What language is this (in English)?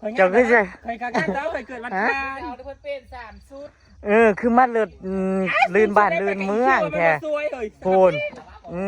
Northeastern Thai